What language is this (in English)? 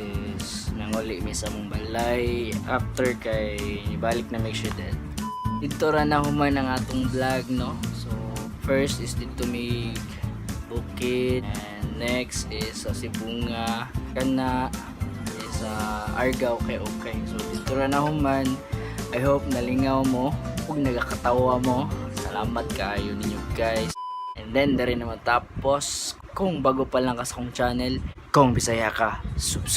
Cebuano